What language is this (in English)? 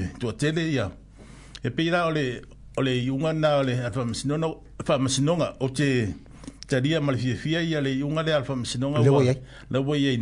Samoan